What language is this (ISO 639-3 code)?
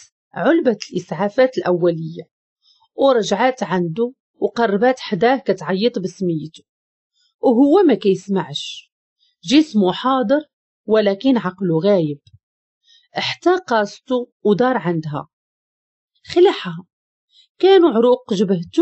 ary